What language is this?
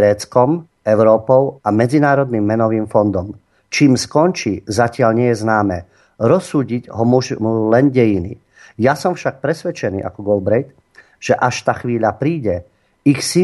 Slovak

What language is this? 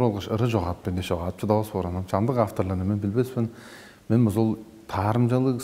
Tuvinian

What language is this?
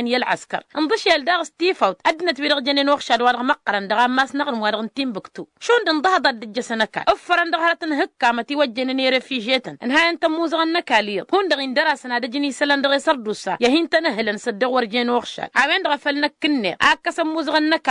Tamasheq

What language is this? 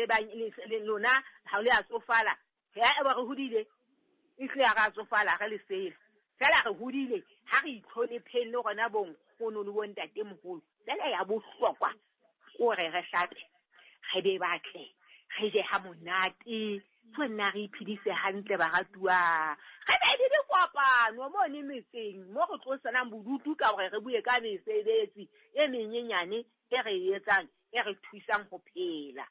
Southern Sotho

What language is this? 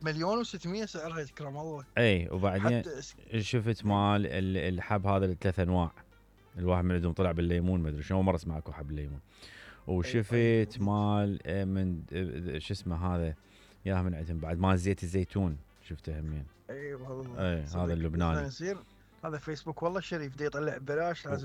Mesopotamian Arabic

